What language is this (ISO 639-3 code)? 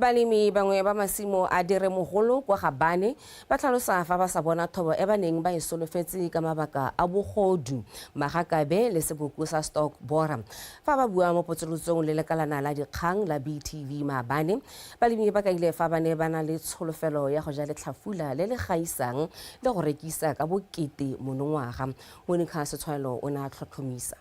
tsn